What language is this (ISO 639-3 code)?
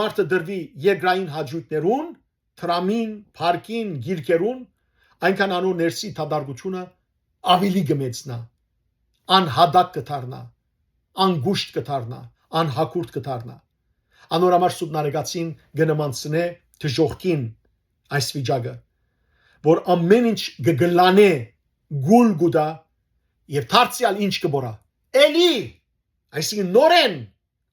hyw